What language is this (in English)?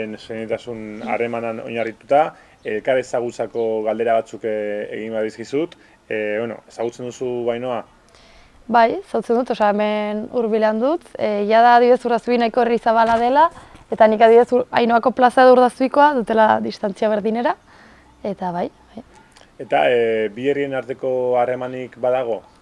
Basque